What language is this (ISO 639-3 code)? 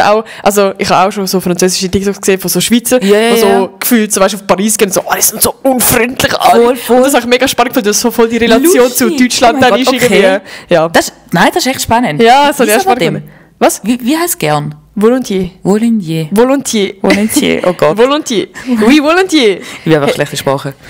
gsw